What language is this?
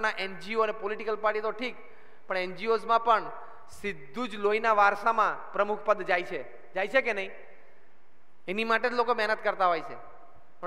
Gujarati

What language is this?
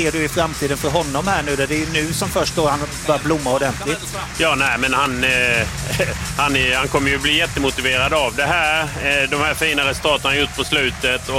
Swedish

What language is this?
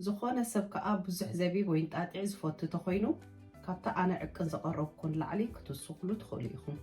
Tigrinya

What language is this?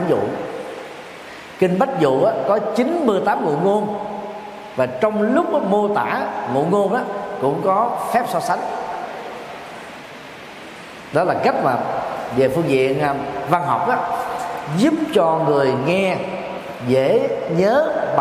Vietnamese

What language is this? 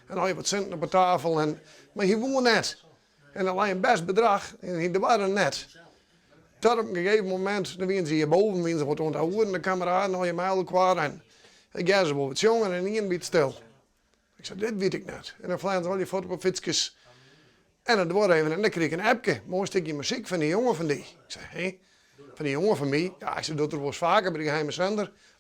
Western Frisian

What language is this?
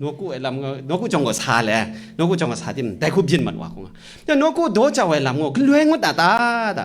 Kachin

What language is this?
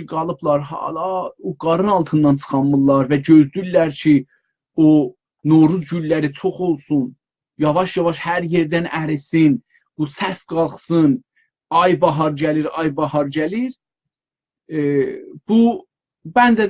South Azerbaijani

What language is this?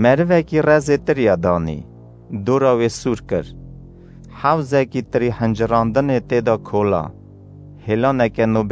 Kurdish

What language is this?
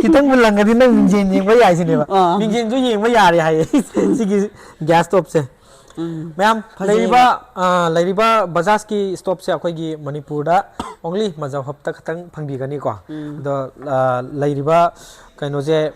Manipuri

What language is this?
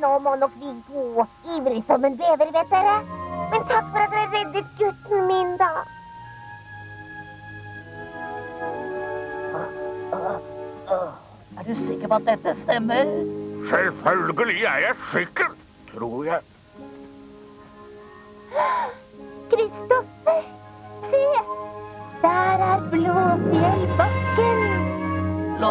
Norwegian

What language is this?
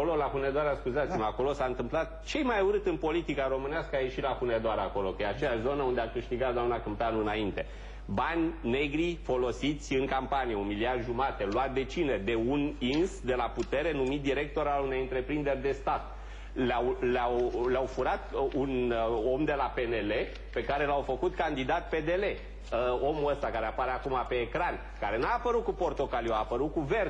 Romanian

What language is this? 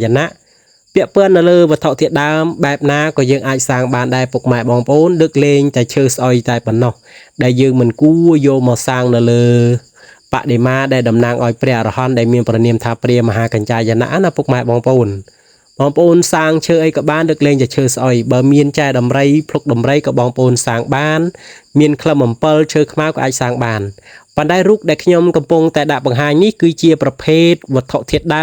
Khmer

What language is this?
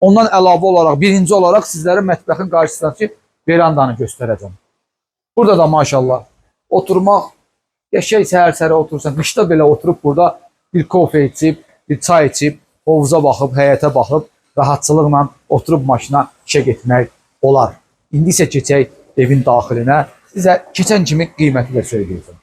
Azerbaijani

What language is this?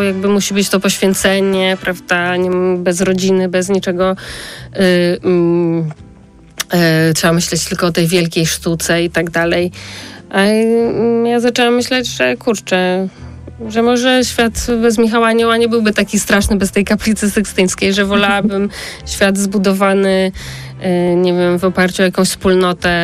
Polish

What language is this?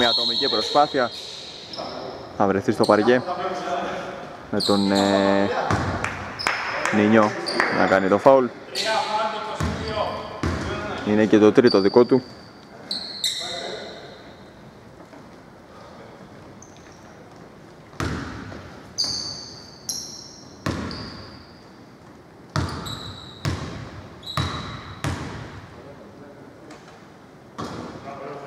Greek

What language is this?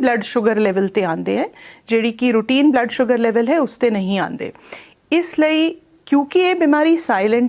Punjabi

